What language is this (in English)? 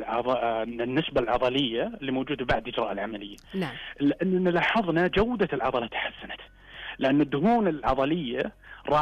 Najdi Arabic